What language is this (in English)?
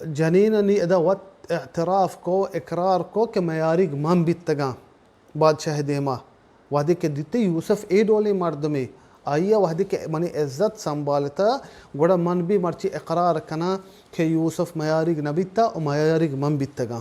Baluchi